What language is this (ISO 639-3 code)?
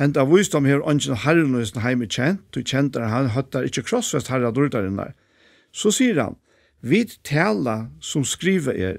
fao